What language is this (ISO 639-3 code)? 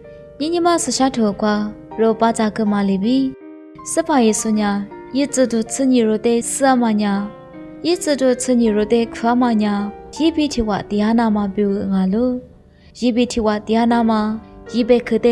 lis